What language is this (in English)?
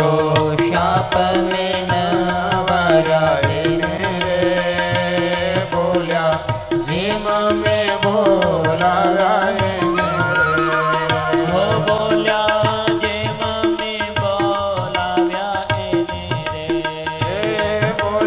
Gujarati